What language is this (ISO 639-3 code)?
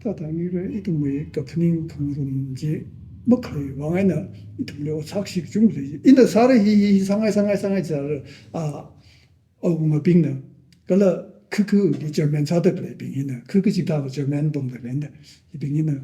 nmf